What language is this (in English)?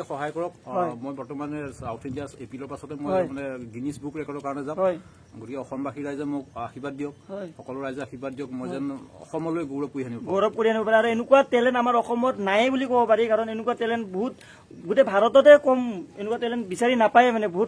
Assamese